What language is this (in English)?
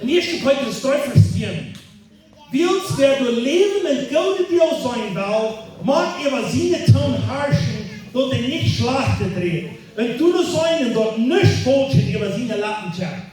Plautdietsch